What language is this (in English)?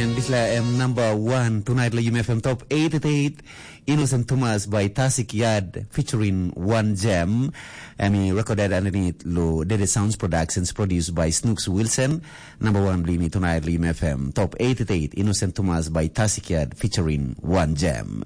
Tok Pisin